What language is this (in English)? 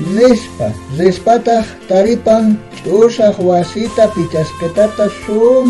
South Bolivian Quechua